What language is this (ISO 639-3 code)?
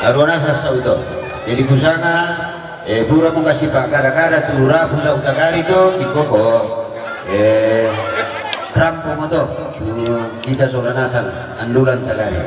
sda